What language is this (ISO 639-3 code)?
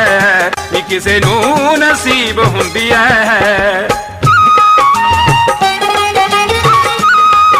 pan